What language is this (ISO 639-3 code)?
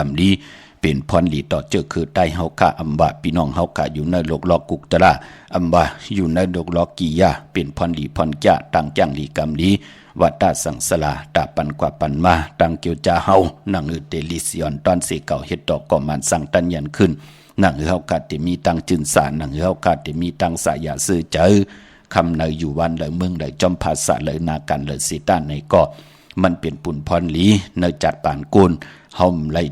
shn